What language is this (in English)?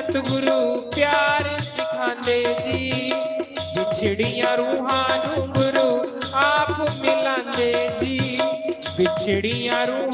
Dogri